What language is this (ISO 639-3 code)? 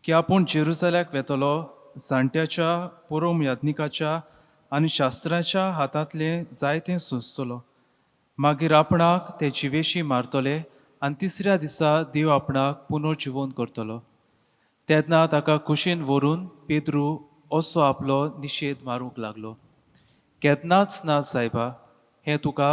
kok